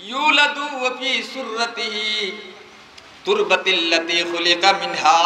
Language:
Sylheti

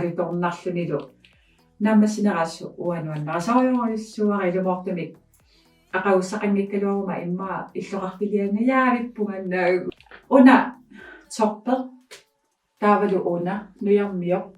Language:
Kalaallisut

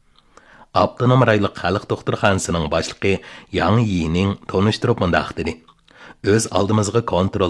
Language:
Uyghur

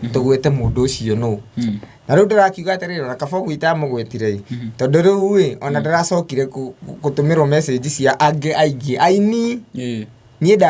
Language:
Kikuyu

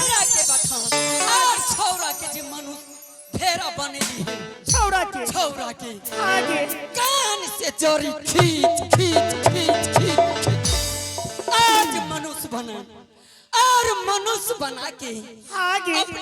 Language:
Angika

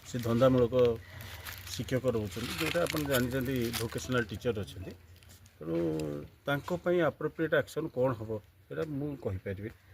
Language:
Odia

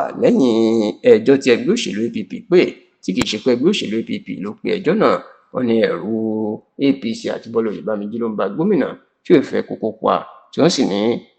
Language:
Yoruba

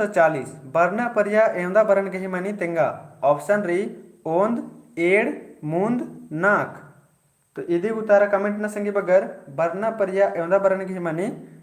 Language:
Kurukh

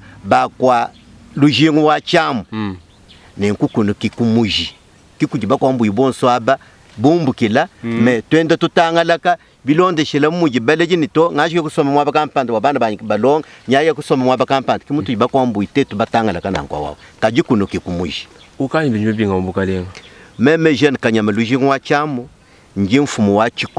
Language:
Luba-Lulua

